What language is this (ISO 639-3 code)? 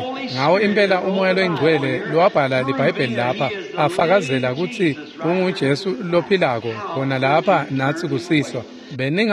ssw